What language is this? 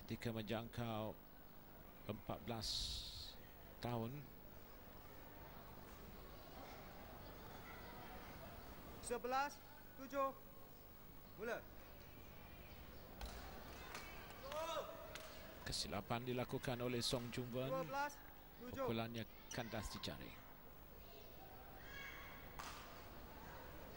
Malay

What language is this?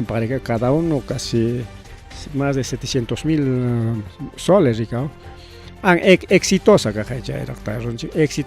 Ayacucho Quechua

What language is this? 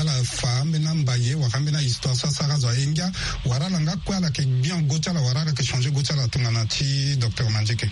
Sango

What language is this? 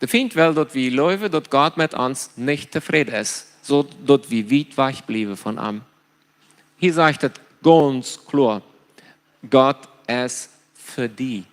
Plautdietsch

